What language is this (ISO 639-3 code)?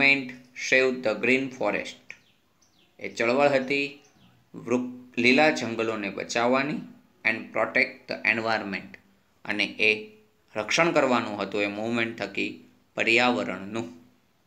guj